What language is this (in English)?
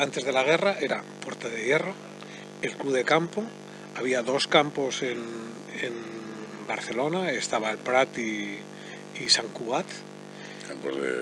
Spanish